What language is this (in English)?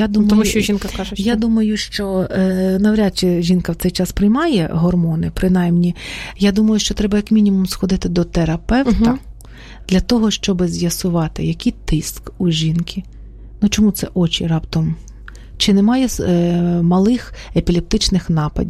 Ukrainian